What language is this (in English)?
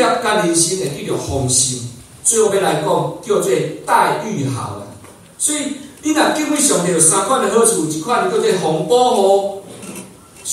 Min Nan Chinese